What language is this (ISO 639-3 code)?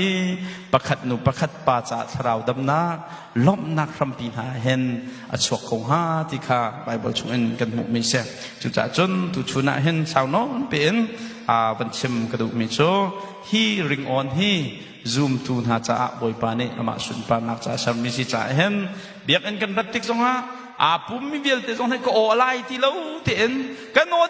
cnh